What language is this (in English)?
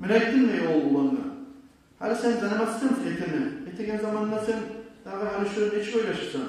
Kumyk